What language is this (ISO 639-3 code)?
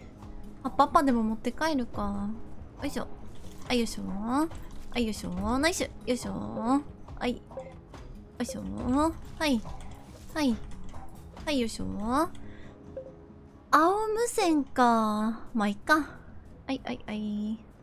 jpn